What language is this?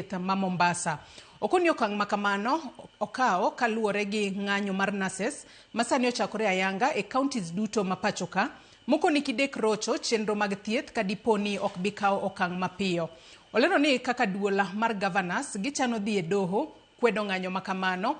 Luo (Kenya and Tanzania)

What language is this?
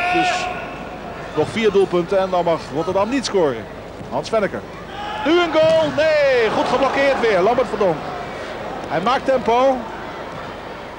Dutch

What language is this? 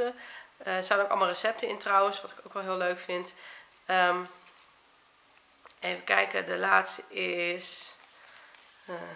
Dutch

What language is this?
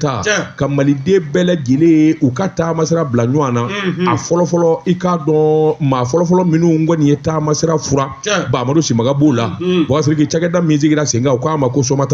Bambara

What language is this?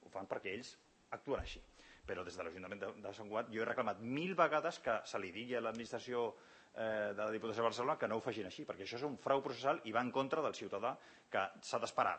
Catalan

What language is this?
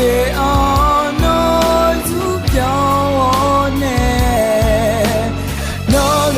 Akha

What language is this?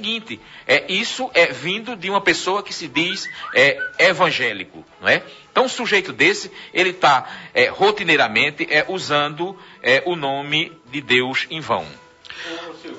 Portuguese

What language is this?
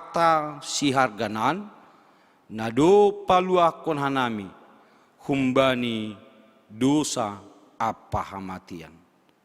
Batak Simalungun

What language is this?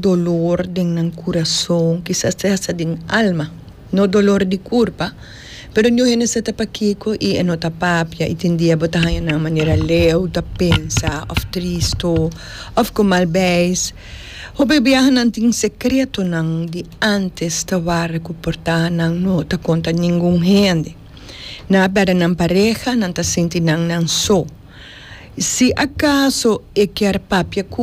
Papiamento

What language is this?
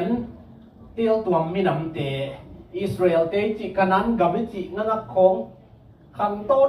Tedim Chin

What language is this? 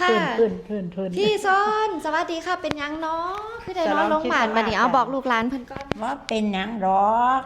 Northeastern Thai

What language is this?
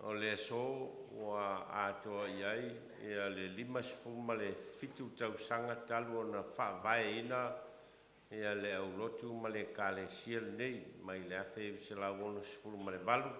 Samoan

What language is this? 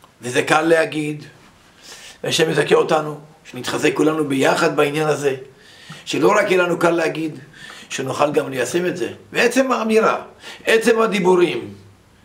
Hebrew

